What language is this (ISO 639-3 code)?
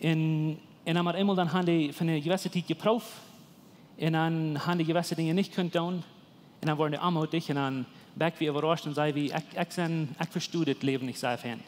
pdt